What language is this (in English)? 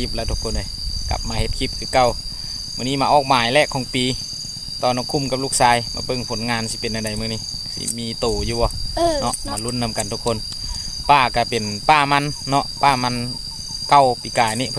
Lao